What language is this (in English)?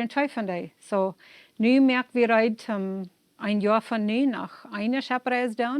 Plautdietsch